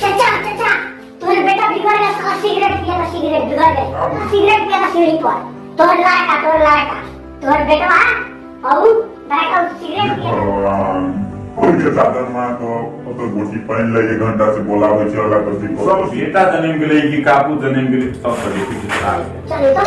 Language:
Maithili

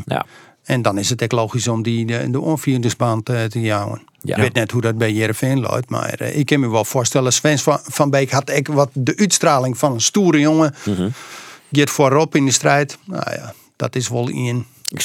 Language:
Western Frisian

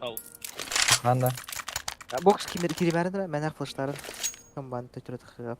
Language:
Yakut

